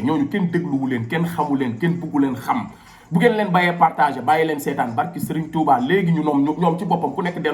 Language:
Wolof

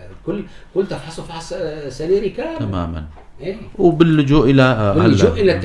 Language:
North Levantine Arabic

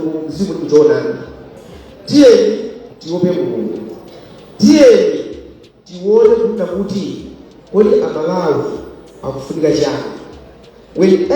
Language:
Nyanja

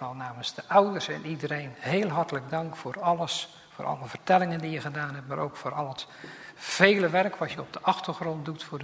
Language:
Dutch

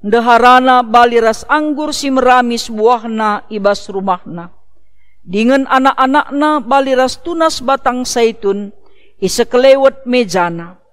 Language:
Batak Karo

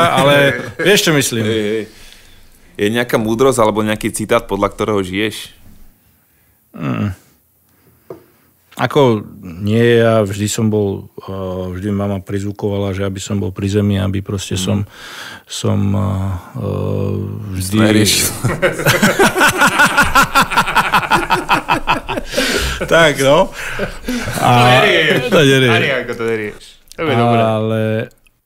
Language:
Slovak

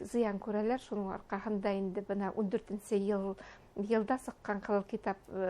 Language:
Bashkir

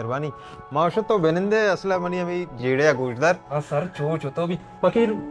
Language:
Baluchi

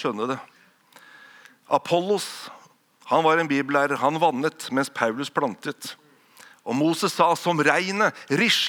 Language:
Norwegian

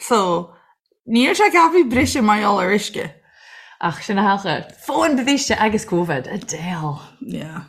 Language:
Irish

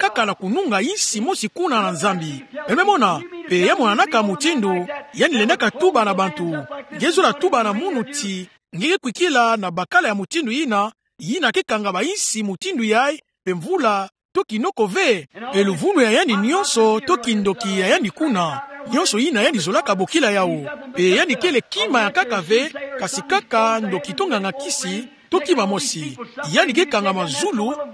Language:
Kituba (Democratic Republic of Congo)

